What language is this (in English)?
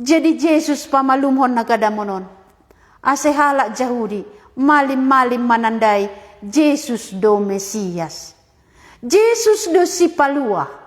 Batak Simalungun